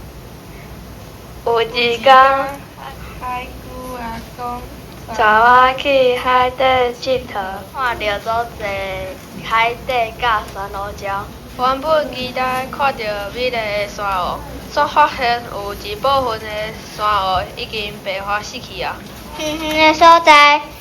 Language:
Min Nan Chinese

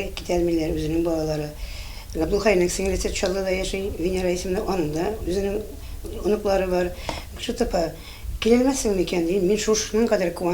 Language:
Tatar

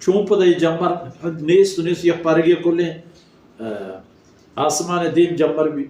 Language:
Baluchi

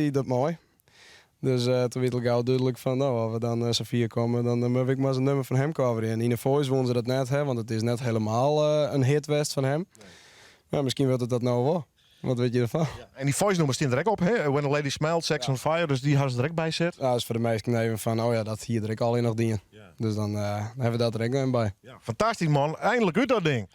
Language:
Western Frisian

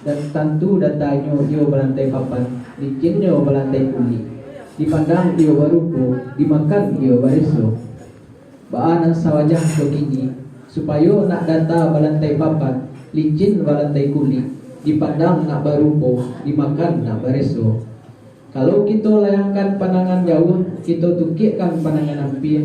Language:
Minangkabau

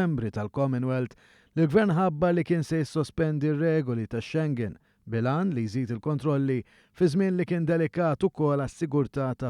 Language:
Maltese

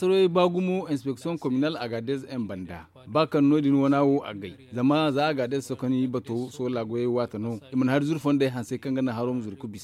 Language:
Zarma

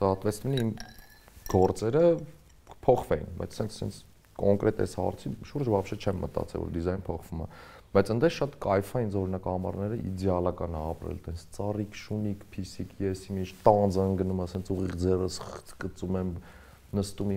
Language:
Armenian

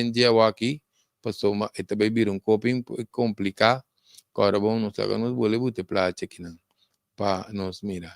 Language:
Papiamento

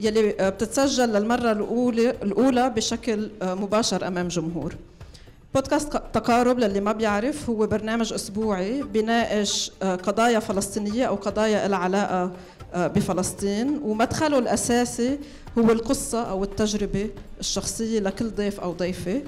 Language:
North Levantine Arabic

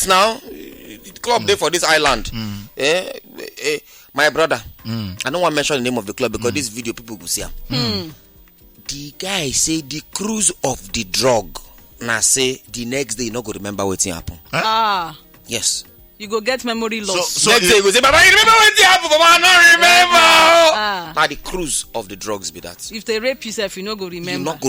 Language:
Nigerian Pidgin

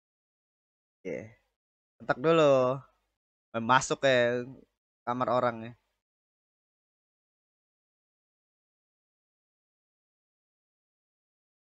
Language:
Indonesian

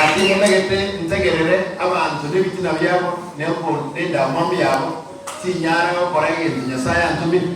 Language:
Gusii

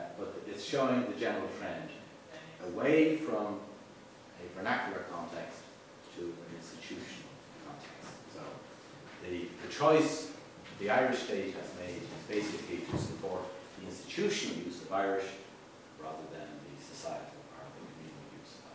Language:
English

